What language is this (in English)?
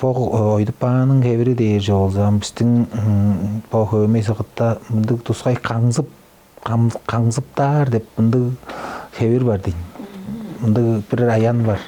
Tuvinian